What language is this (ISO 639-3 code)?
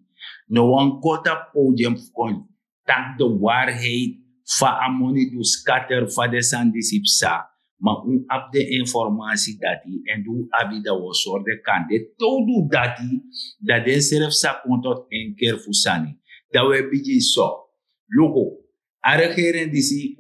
srn